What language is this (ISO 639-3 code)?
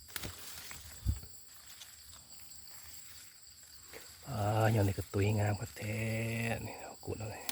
lao